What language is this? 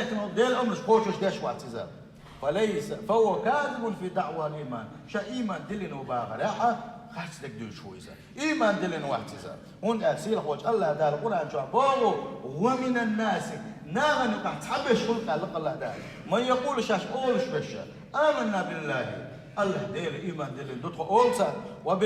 Chechen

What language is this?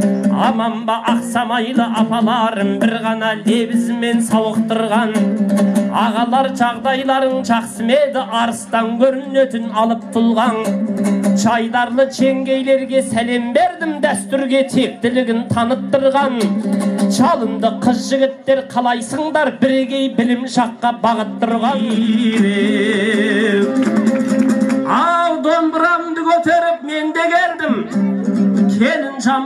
Kazakh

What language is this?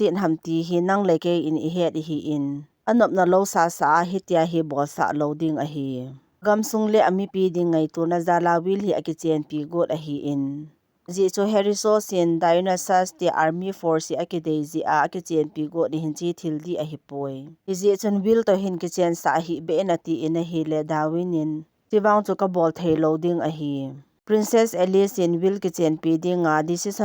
Thado Chin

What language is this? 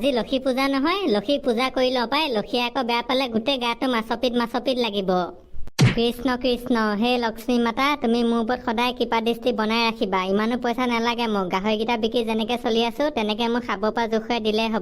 Assamese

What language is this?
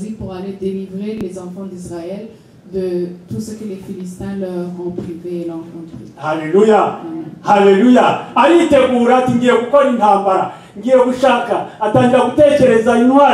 Kinyarwanda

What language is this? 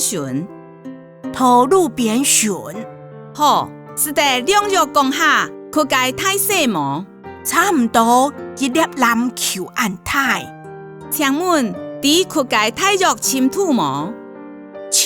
Hakka Chinese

